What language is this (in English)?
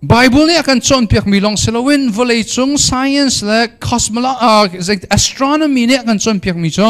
Hakha Chin